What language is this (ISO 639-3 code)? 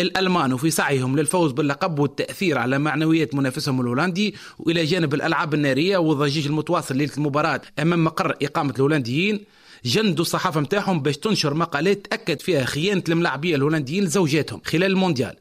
aeb